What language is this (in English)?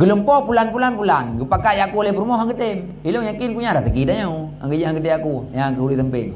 Achinese